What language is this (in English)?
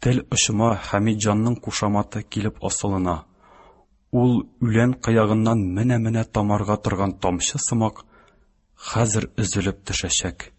Tatar